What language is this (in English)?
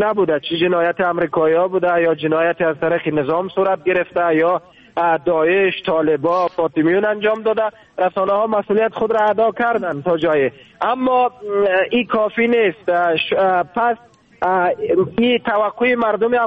Persian